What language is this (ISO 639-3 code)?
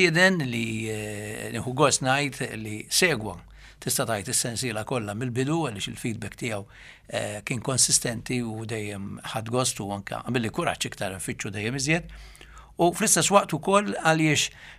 mlt